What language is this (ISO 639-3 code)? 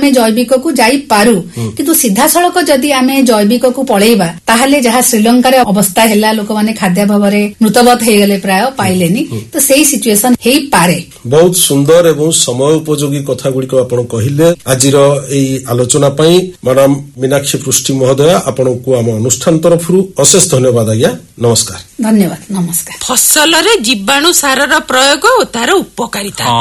ori